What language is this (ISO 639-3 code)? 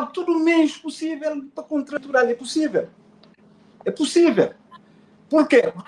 kea